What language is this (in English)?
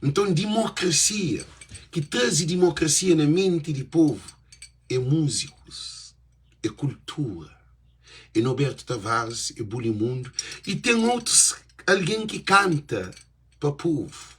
Kabuverdianu